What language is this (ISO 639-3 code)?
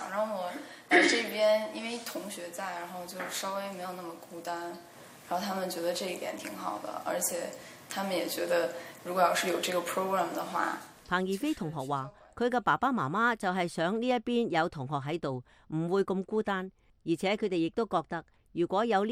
yue